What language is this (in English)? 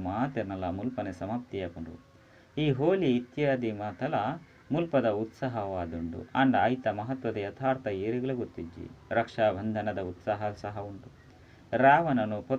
Tulu